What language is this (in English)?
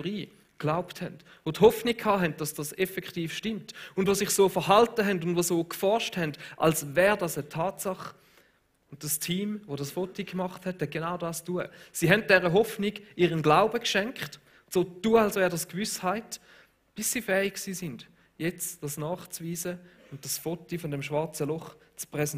Swiss German